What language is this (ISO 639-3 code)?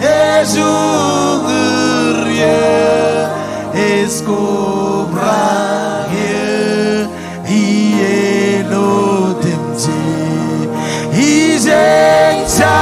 mah